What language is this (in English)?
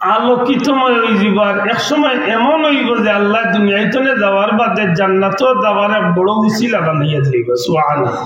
Sylheti